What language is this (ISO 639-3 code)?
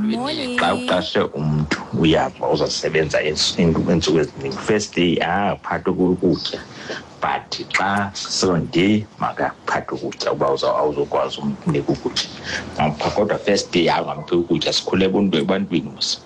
xho